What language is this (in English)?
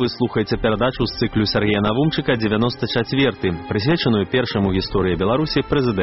Belarusian